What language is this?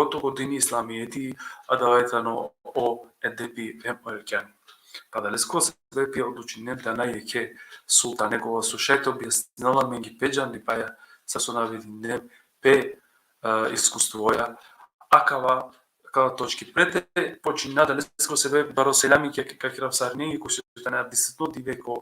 Balkan Romani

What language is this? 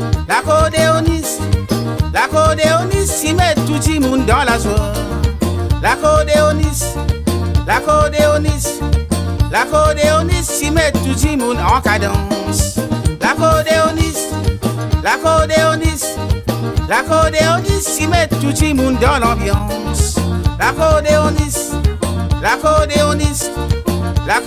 Réunion Creole French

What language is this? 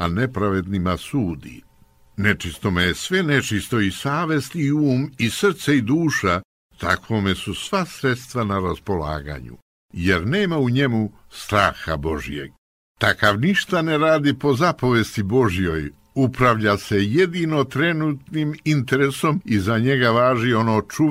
Serbian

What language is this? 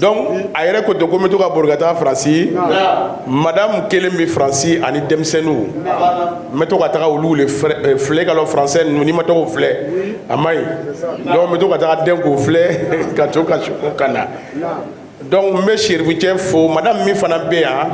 Bambara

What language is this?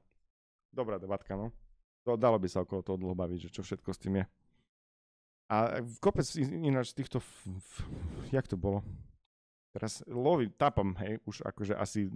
Slovak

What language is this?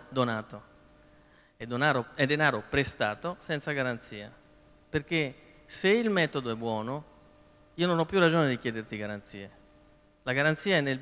Italian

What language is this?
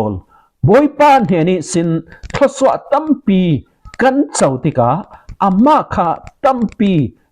Falam Chin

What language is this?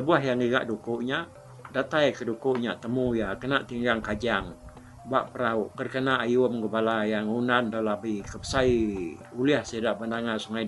Iban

